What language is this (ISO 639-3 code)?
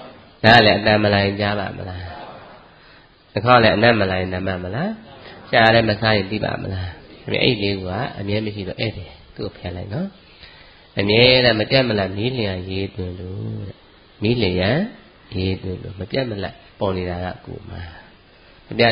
mya